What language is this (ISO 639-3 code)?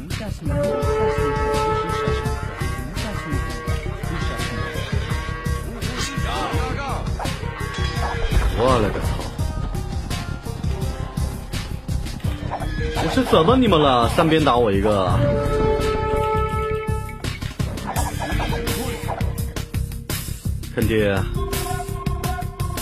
zho